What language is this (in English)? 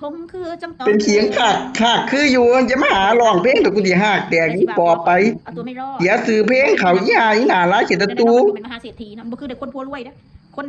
Northeastern Thai